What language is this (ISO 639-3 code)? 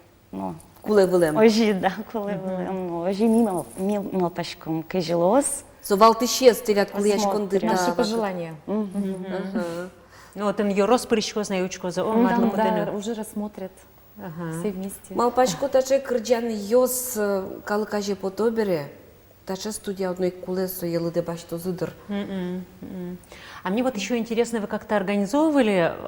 udm